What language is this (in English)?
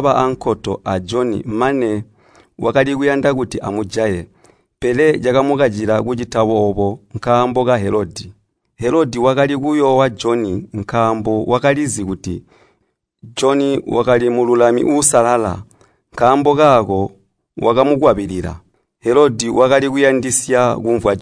Tonga (Zambia)